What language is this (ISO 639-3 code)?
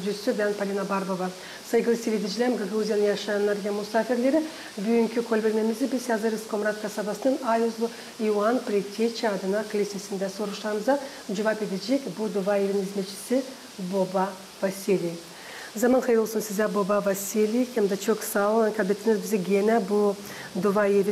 gag